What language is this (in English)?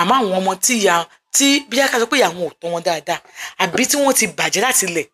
Yoruba